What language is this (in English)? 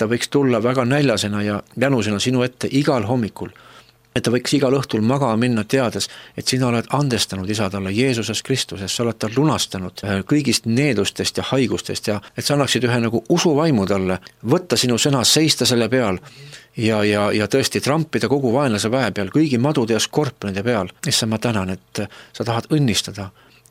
Estonian